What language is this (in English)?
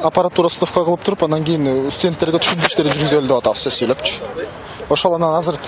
Kyrgyz